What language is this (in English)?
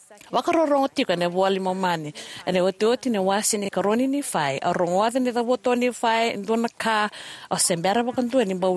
Fijian